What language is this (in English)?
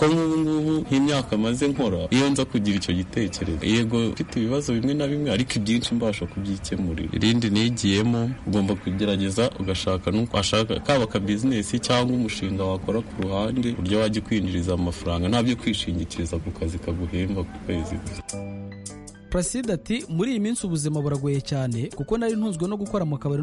Kinyarwanda